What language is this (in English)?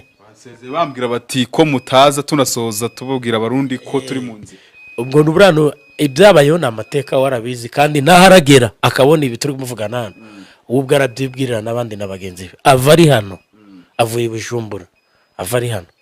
Kinyarwanda